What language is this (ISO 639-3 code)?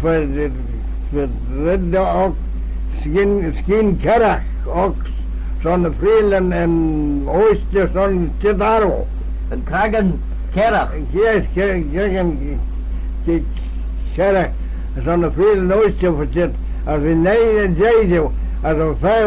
glv